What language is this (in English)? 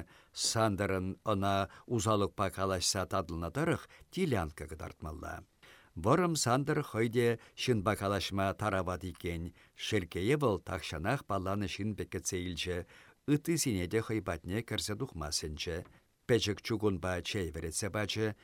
Chuvash